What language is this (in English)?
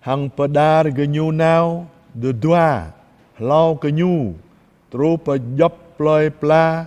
Jarai